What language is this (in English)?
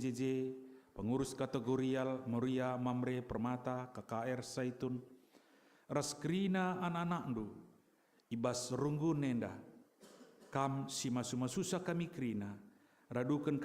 Batak Karo